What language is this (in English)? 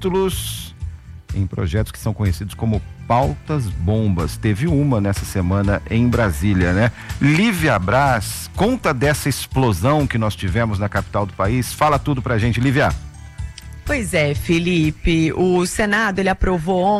Portuguese